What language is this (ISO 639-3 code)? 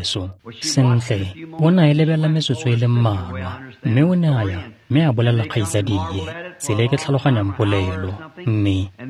tsn